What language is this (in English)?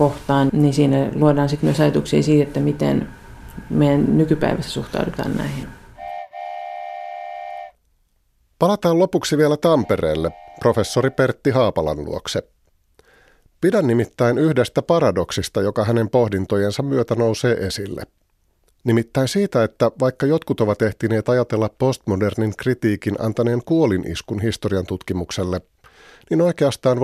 Finnish